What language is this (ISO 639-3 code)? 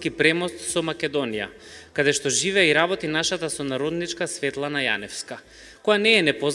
mkd